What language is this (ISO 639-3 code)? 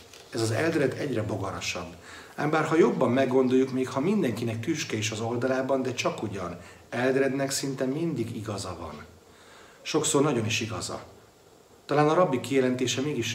hun